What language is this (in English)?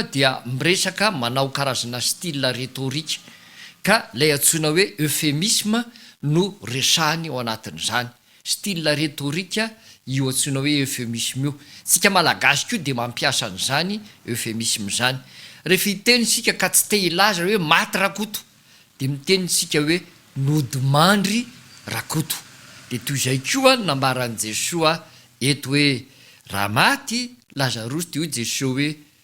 Malagasy